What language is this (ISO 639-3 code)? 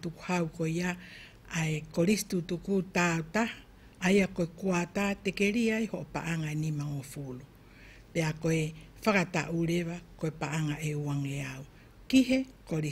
ton